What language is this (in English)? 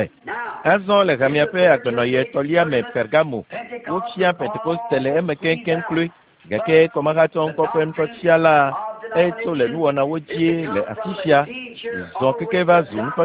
Ewe